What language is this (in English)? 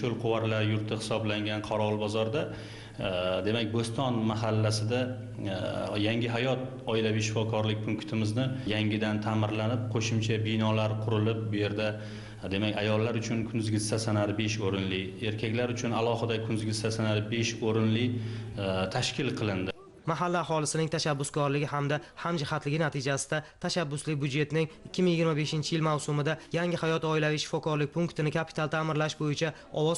Uzbek